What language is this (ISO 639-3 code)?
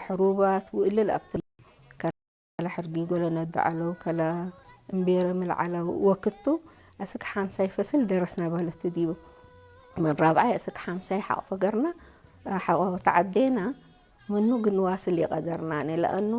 tig